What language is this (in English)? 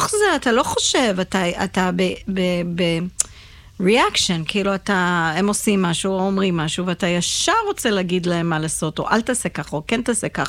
Hebrew